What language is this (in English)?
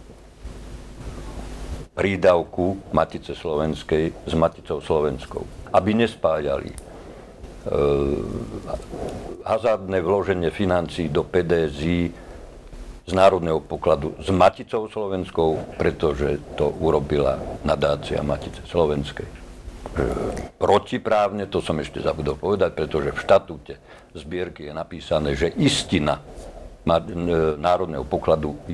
Slovak